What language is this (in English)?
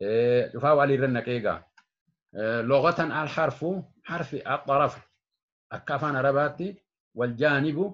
Oromo